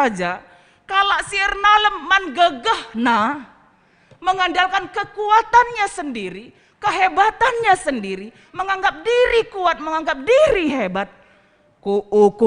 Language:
Batak Karo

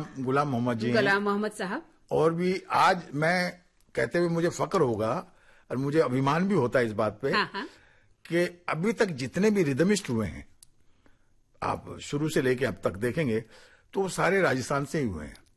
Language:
Hindi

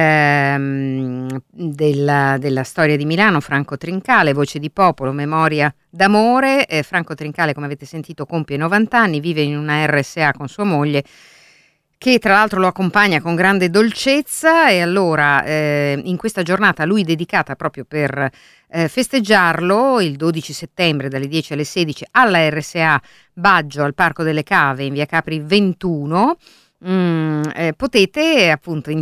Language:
Italian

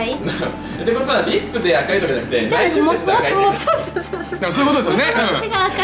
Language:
Japanese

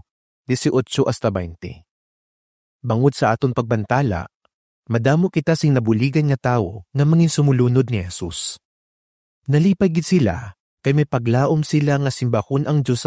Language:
Hiligaynon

